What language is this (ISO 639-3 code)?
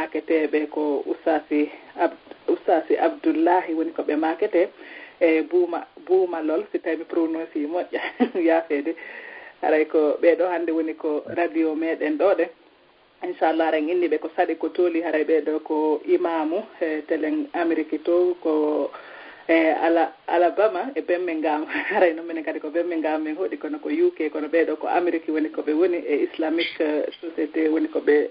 ful